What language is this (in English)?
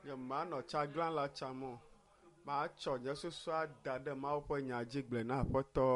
Ewe